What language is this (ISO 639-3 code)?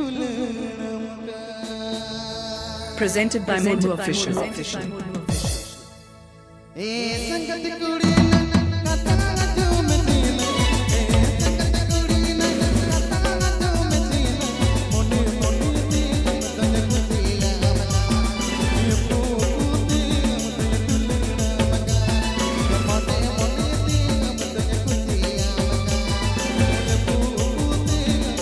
sat